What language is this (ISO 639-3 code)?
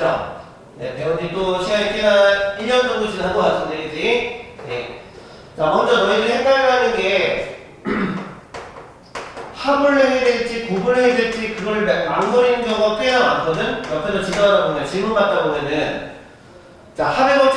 kor